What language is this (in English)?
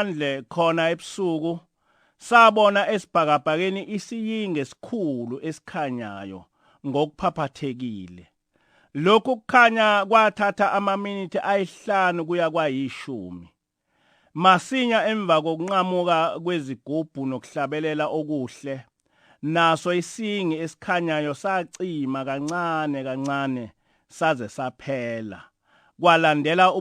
Zulu